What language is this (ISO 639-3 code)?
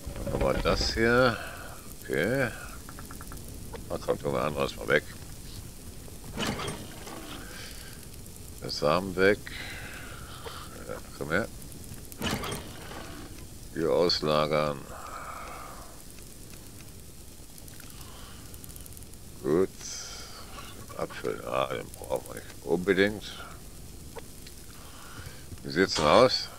deu